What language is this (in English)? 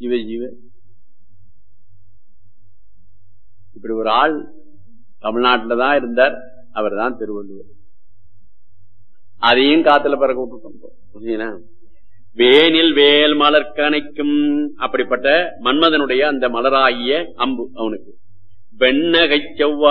Tamil